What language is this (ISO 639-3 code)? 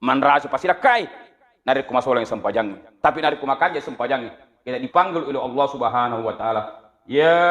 bug